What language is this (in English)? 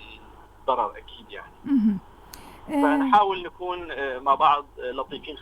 North Levantine Arabic